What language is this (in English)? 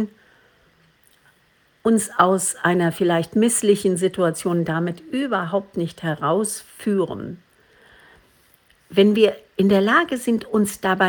German